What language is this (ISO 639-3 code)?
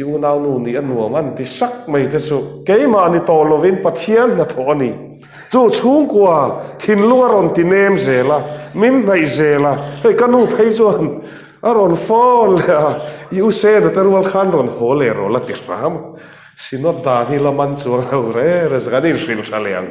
lus